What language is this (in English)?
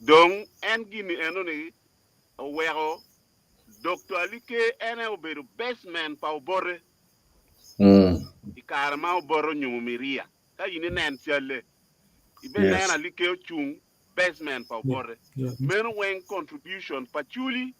Acoli